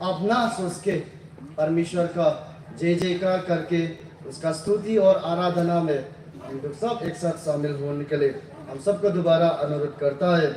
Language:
Hmar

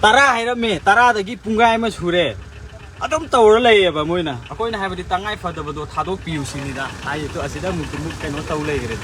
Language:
Manipuri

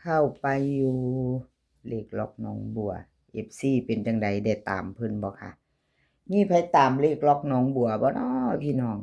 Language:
Northeastern Thai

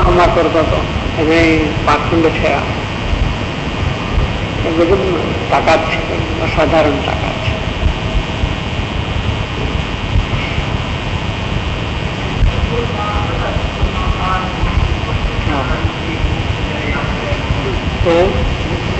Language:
Gujarati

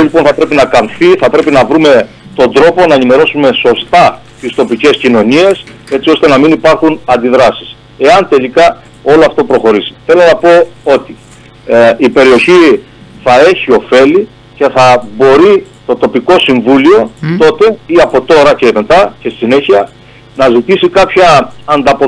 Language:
Greek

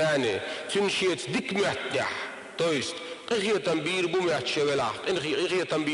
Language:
Chechen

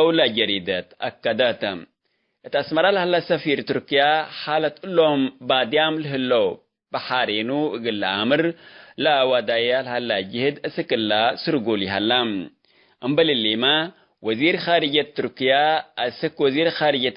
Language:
Tigre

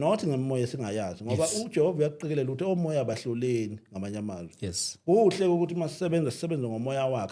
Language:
Zulu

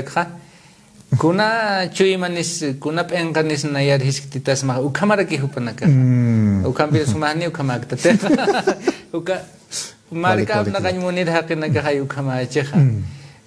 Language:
Aymara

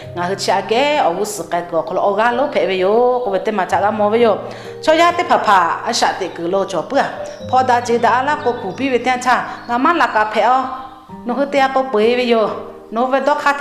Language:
Lahu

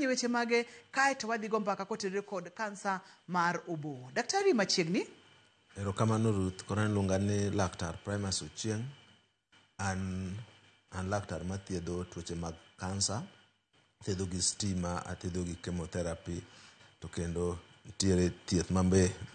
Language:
Luo (Kenya and Tanzania)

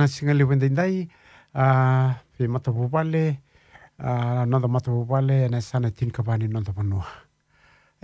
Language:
Fijian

